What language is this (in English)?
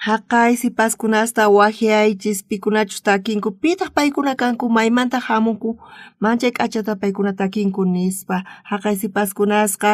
South Bolivian Quechua